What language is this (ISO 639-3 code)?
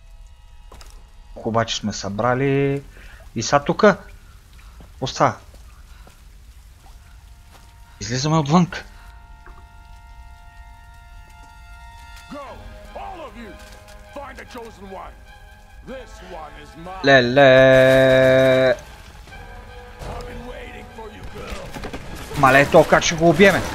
bul